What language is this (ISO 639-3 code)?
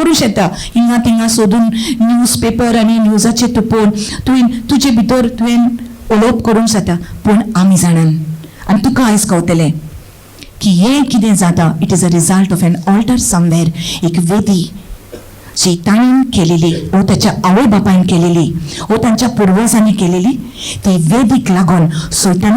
kok